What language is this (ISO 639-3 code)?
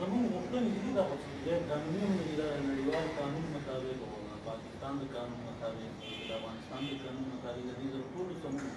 pus